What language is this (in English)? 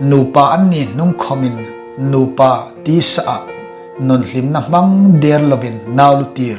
Hmar